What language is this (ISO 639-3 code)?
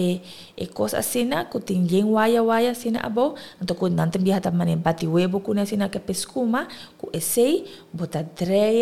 pap